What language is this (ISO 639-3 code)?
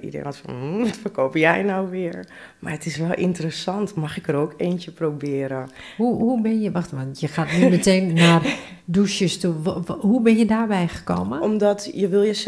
nld